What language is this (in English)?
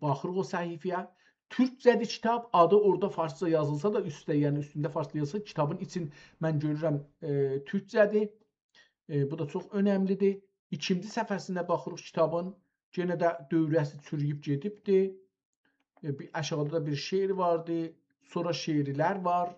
South Azerbaijani